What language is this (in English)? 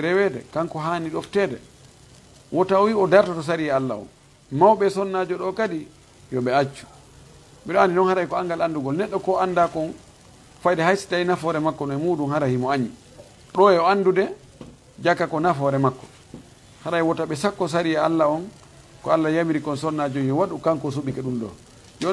Fula